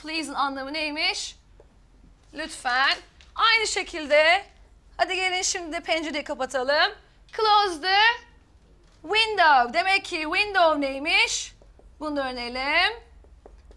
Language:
Turkish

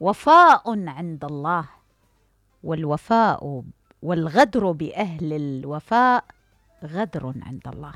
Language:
Mesopotamian Arabic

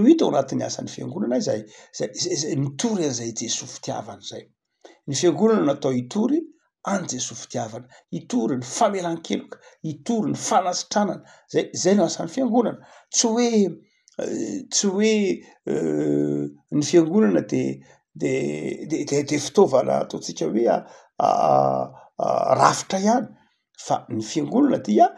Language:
Malagasy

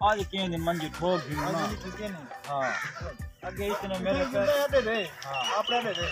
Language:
Saraiki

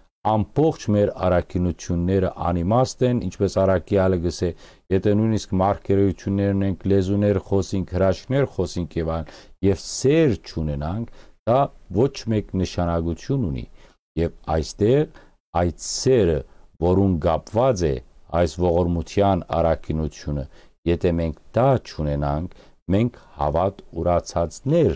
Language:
Western Armenian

